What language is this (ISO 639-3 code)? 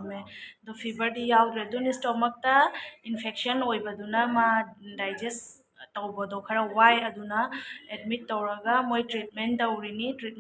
mni